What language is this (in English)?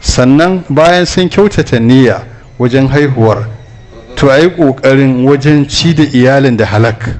Hausa